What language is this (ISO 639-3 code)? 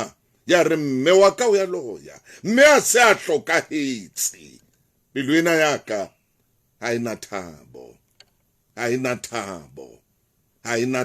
sot